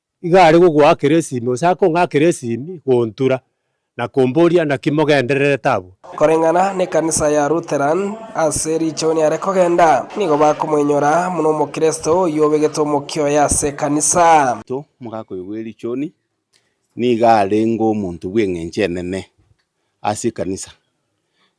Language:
Gusii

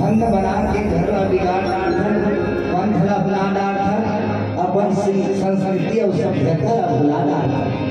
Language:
Chhattisgarhi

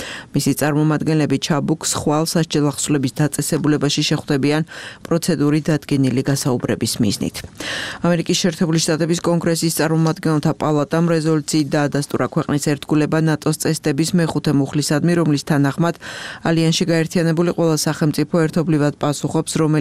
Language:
Georgian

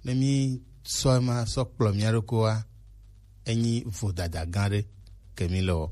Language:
Gen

